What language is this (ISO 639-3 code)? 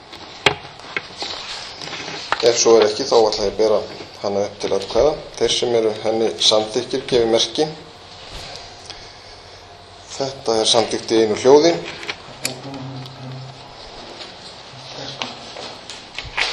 isl